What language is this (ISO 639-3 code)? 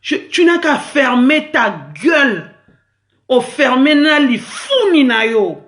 lin